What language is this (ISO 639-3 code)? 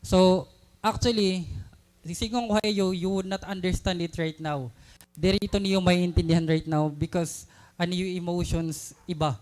war